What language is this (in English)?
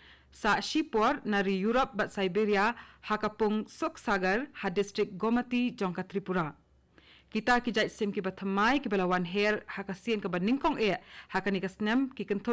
Khasi